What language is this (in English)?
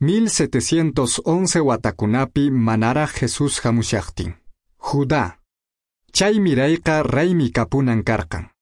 Quechua